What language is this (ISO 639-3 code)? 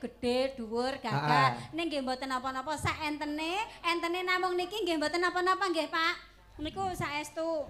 jav